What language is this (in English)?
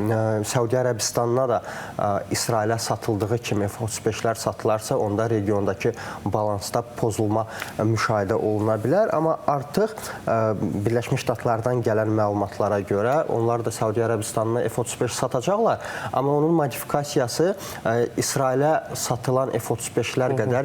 Azerbaijani